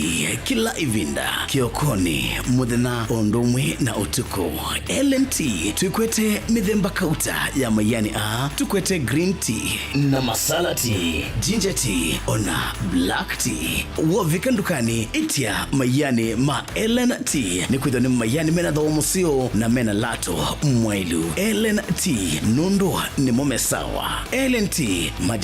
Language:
Kamba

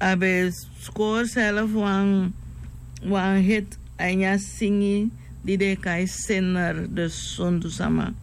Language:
Sranan Tongo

